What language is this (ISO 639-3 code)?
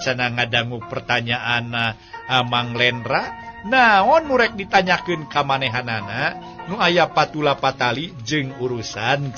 sun